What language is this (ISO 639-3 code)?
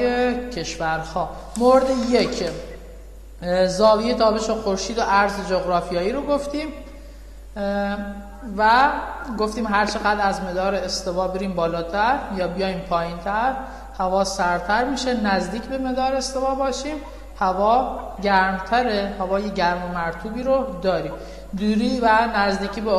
fas